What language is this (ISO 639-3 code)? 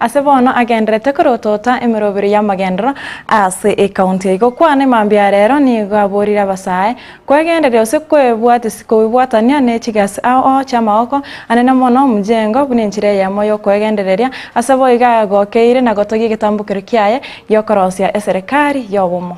guz